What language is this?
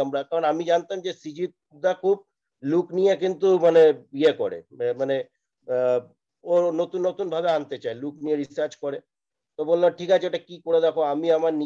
Bangla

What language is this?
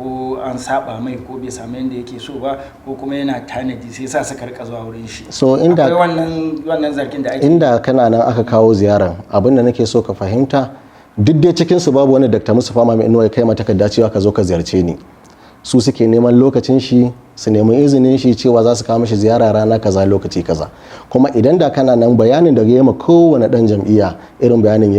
Hausa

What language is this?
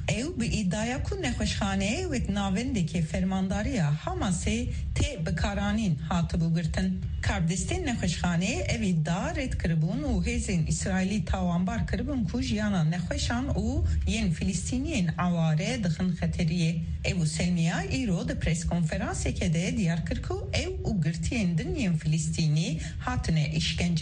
Kurdish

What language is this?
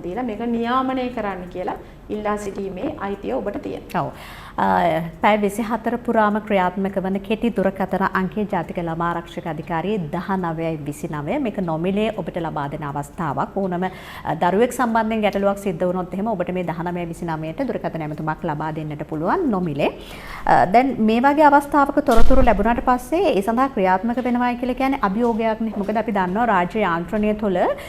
Sinhala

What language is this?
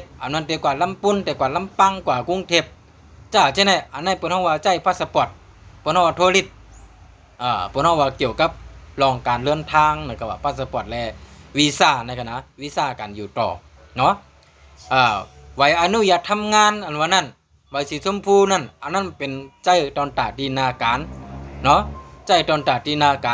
Shan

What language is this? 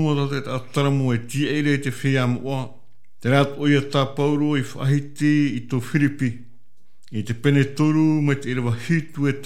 Tahitian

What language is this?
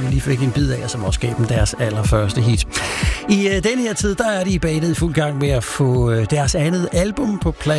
Danish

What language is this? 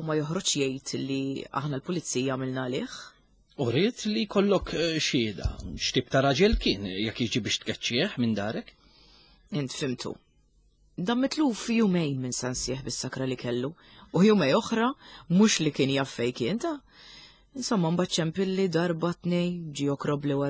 Maltese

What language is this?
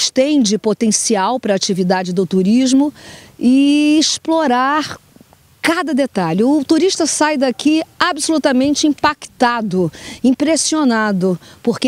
Portuguese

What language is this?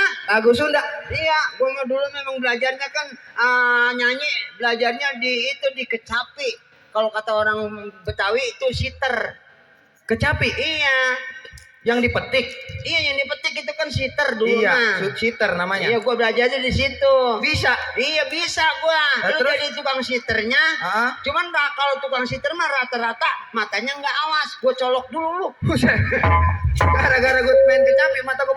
Betawi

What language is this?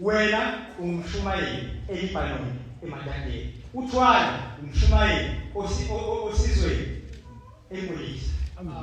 Zulu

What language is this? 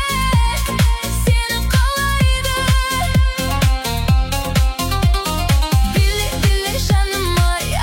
Kazakh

